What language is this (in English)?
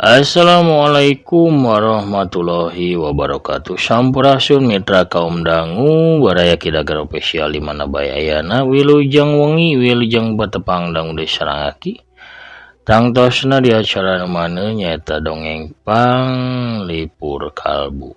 Sundanese